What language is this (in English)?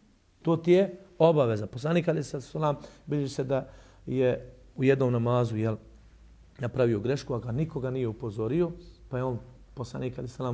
Bosnian